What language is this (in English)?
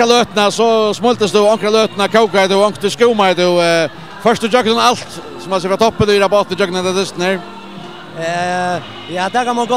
Faroese